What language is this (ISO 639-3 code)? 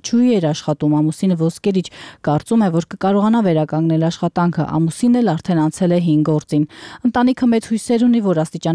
hye